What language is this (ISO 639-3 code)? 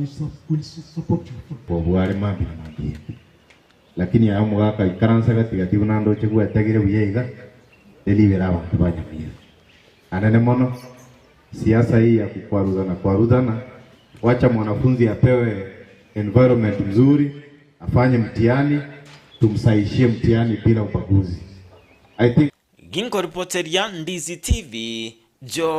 guz